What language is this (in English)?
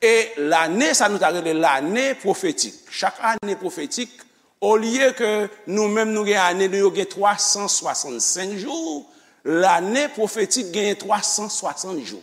Haitian Creole